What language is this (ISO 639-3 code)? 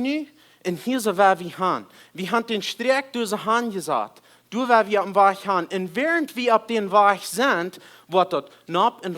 pdt